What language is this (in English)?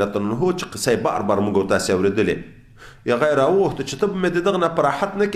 Pashto